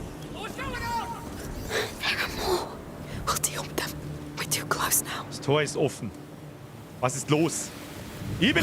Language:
Bavarian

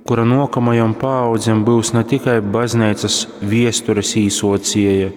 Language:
Latgalian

